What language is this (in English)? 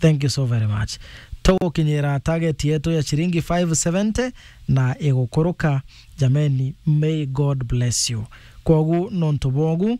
Meru